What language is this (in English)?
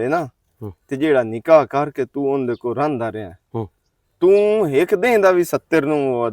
Western Panjabi